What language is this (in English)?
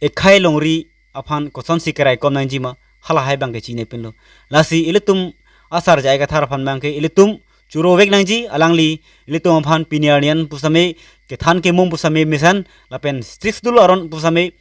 Karbi